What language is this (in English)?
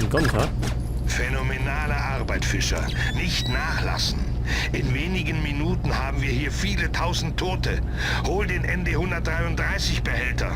Bavarian